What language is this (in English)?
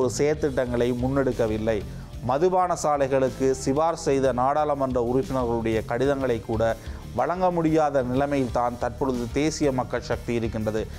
Tamil